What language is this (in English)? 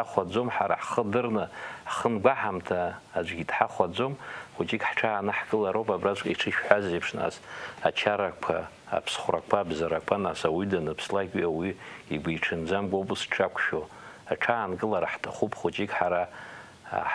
Abkhazian